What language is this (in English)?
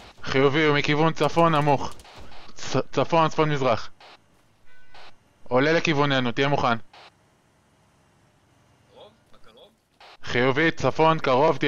Hebrew